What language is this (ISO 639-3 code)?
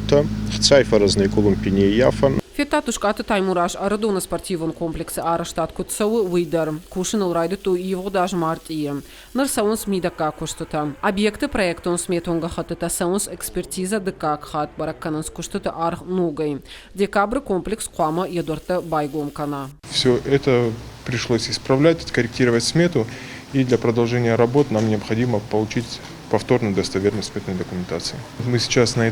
oss